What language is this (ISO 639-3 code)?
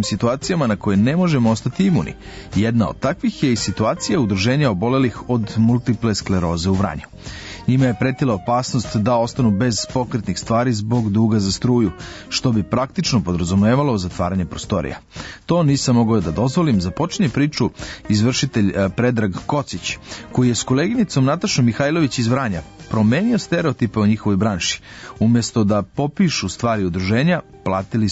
srp